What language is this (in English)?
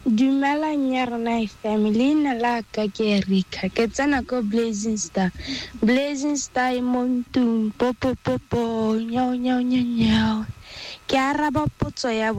Tswana